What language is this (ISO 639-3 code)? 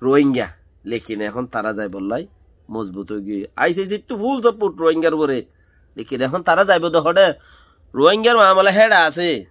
rhg